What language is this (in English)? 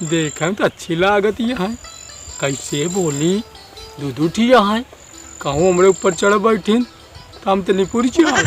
Awadhi